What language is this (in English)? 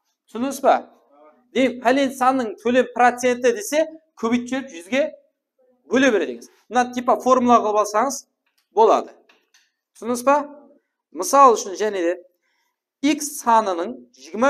Kara-Kalpak